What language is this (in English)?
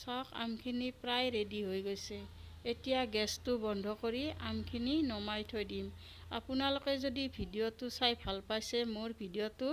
Assamese